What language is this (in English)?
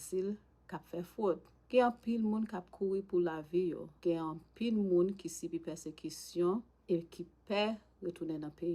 Haitian Creole